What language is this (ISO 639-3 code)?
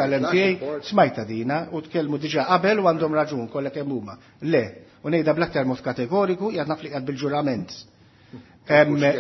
mlt